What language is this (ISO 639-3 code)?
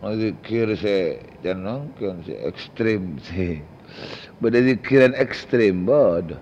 mad